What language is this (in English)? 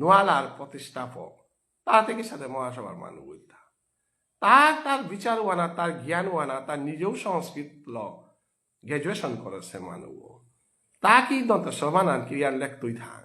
Bishnupriya